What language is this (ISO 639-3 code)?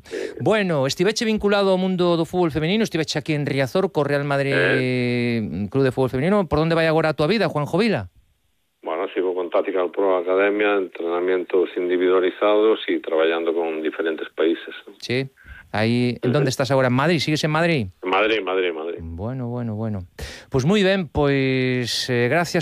glg